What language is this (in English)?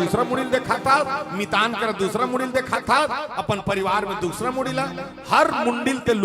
Chhattisgarhi